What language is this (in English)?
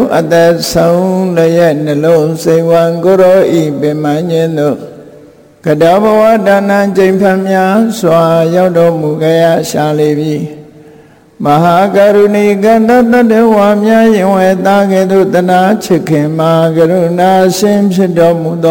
Burmese